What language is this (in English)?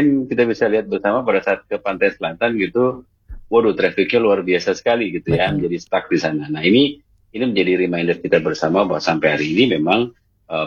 Indonesian